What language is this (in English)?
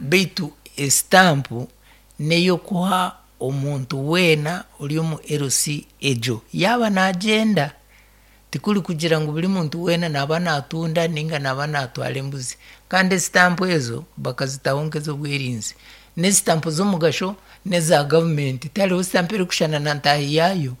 Nyankole